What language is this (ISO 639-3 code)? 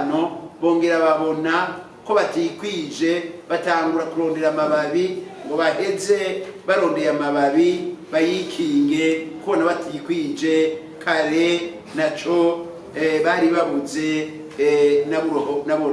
run